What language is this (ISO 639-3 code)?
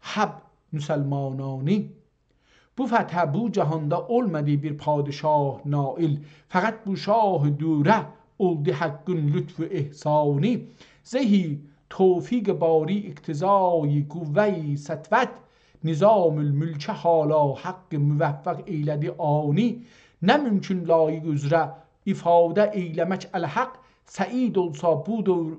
azb